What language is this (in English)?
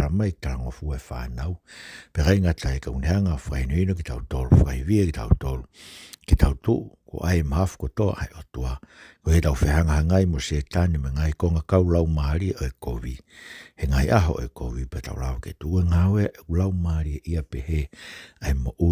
Tongan